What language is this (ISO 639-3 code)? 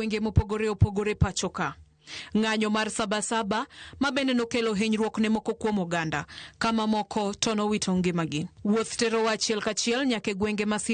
luo